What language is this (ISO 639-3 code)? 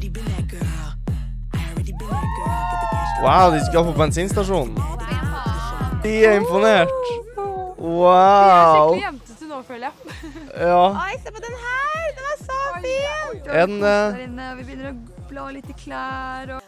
nor